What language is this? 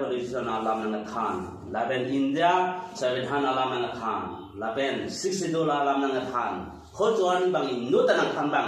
Karbi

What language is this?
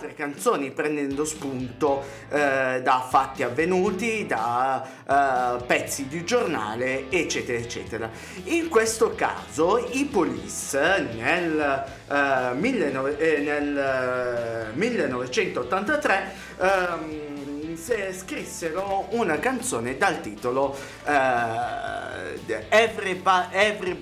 Italian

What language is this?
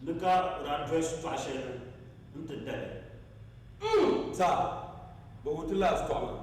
Dagbani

